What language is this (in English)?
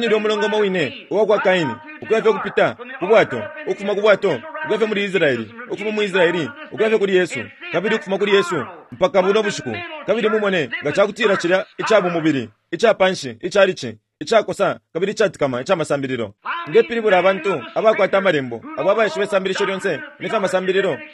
Bemba